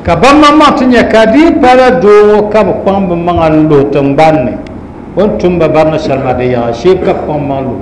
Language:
Dagbani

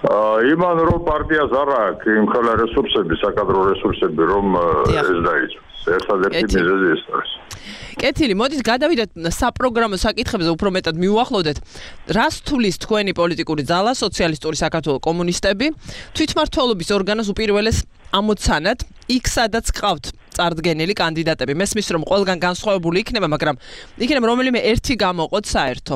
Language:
Georgian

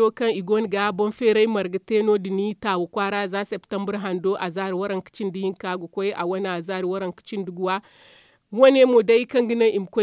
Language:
Zarma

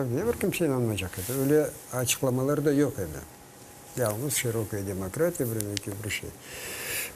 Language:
Crimean Tatar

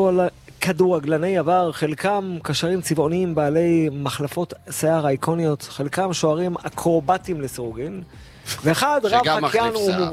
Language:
Hebrew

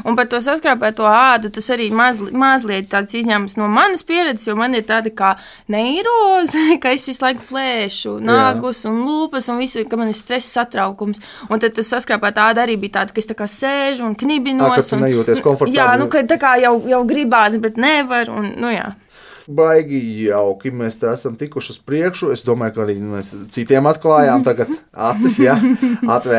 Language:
Latvian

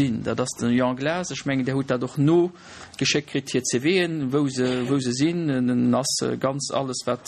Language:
Luxembourgish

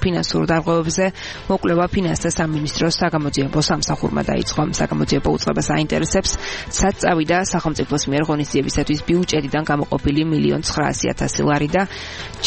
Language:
Georgian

